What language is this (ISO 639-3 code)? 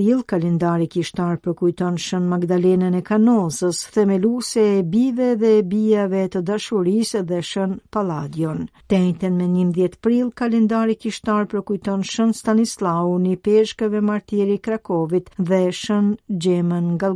sqi